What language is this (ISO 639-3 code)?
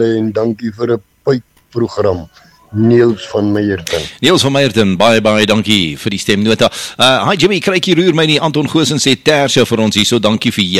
afr